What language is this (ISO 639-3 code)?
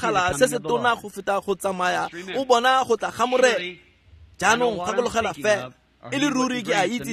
tsn